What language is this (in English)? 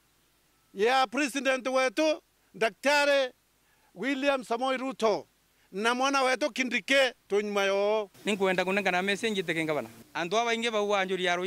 Meru